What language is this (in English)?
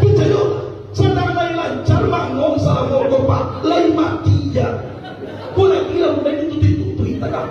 Minangkabau